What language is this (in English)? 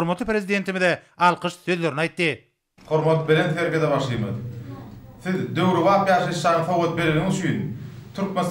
Turkmen